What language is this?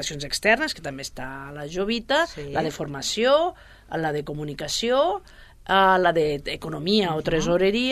Catalan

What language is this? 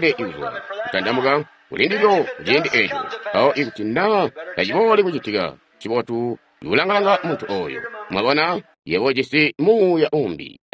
Tonga (Zambia)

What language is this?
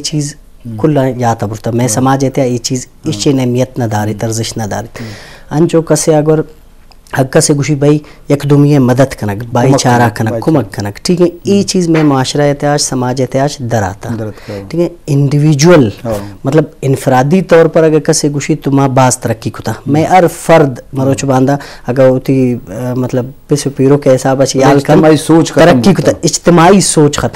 Eastern Balochi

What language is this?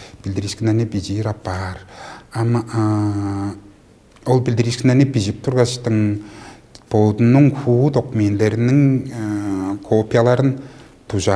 Tuvinian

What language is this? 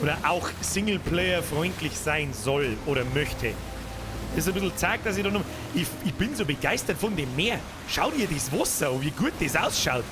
Bavarian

